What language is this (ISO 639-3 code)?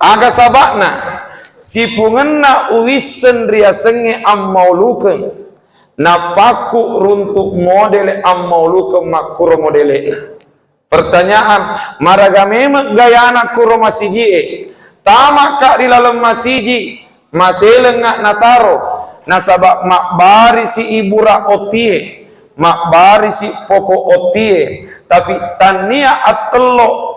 bug